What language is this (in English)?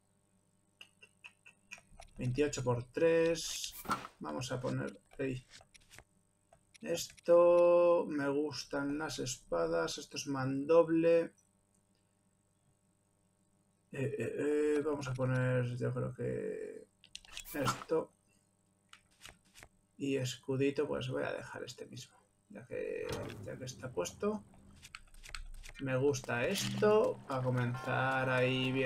Spanish